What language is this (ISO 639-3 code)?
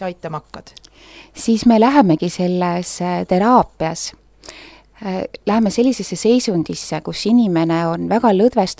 est